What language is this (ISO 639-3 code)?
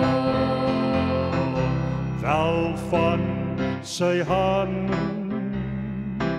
afr